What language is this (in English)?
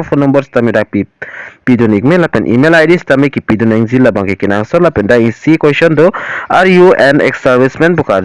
Karbi